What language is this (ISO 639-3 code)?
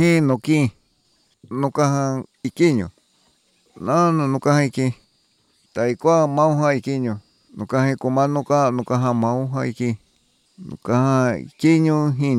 glg